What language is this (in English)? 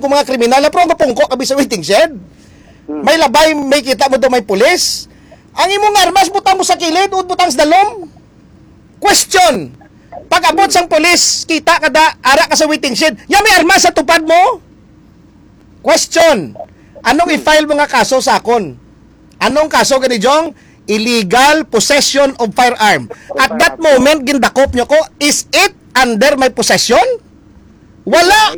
Hiligaynon